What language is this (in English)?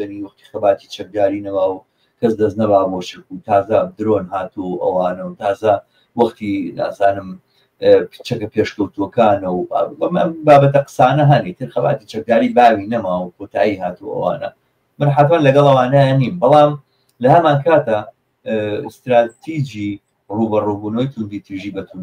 Central Kurdish